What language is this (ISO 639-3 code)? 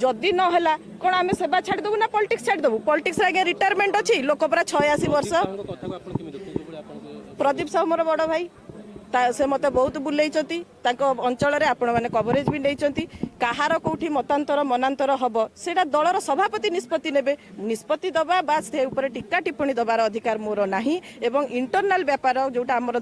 ori